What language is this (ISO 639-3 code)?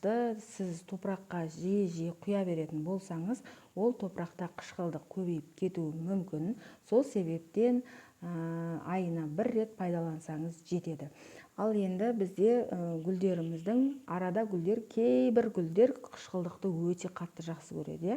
kaz